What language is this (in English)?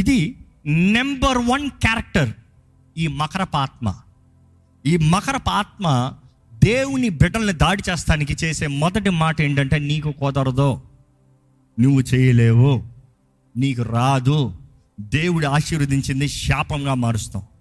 Telugu